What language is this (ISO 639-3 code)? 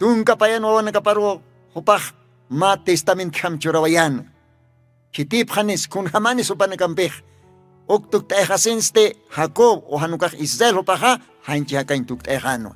aym